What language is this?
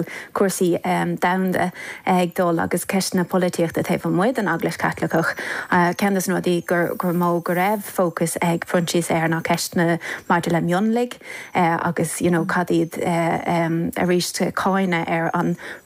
Irish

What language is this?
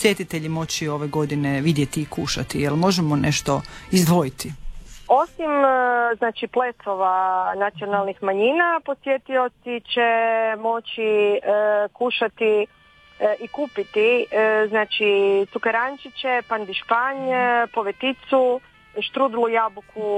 Croatian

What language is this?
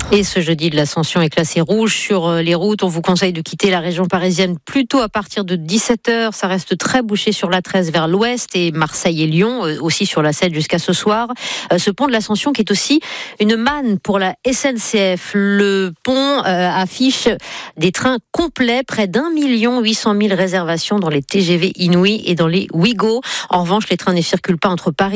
French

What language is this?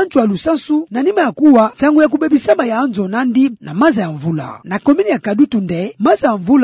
Kituba (Democratic Republic of Congo)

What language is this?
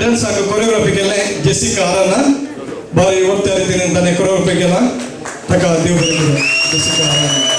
Konkani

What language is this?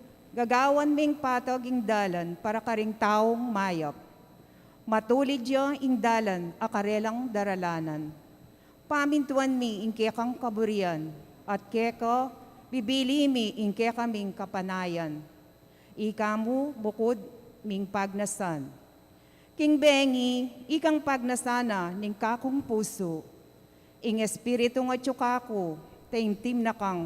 Pampanga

